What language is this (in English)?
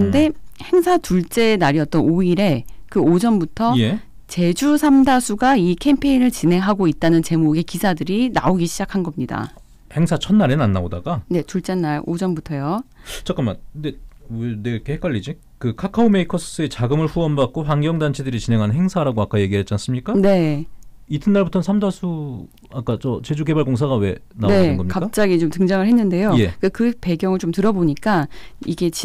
Korean